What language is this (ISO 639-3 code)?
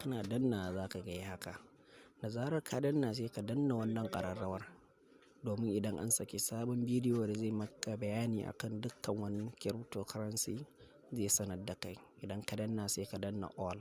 hau